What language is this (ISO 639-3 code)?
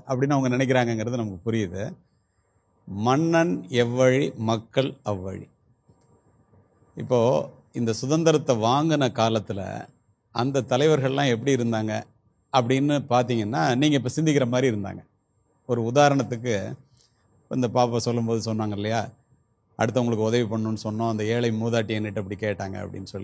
tam